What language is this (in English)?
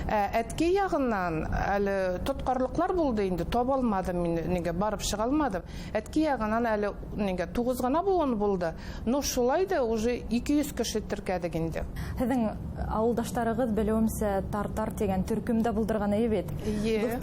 Bashkir